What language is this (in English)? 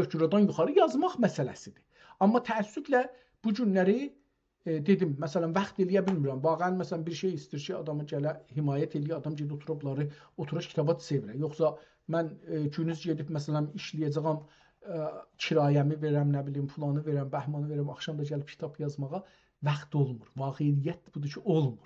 South Azerbaijani